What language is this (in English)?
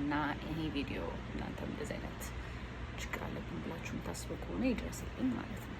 Amharic